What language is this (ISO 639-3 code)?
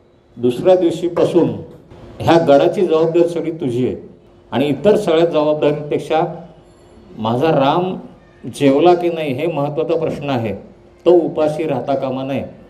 mar